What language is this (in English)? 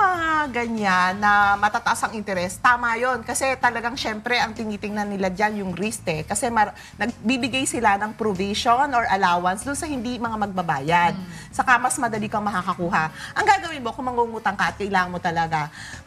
Filipino